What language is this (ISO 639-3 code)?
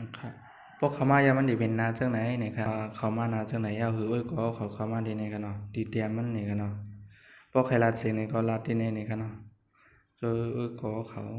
shn